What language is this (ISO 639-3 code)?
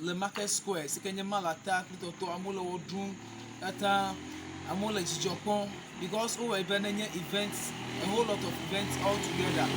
ewe